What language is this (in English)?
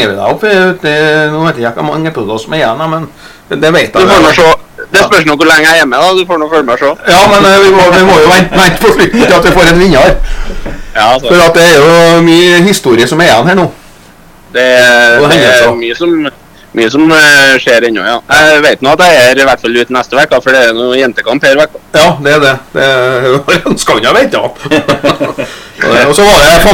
Norwegian